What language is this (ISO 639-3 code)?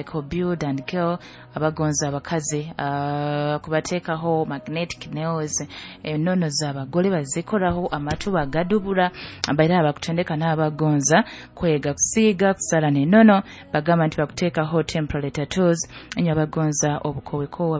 nyo